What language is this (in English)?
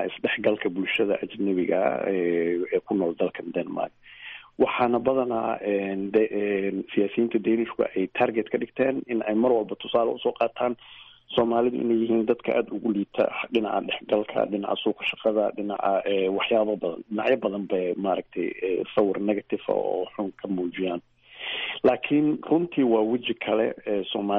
Somali